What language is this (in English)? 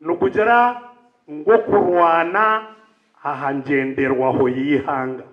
Nyankole